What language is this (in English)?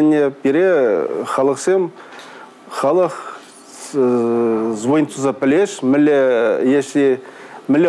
Chuvash